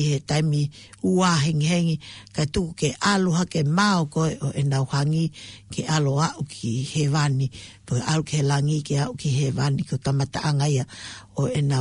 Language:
Tongan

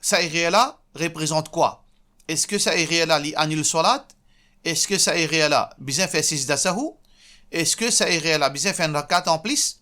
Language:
Morisyen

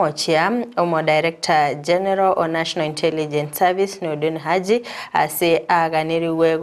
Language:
Gusii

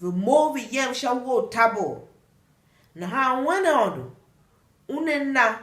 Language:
Tiv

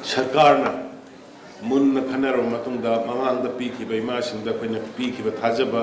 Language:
Manipuri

